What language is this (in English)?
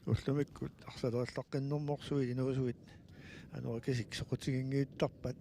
Kalaallisut